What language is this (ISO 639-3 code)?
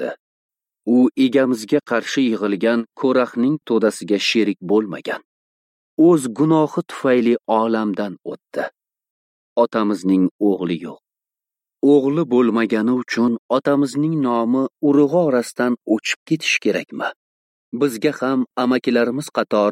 uzb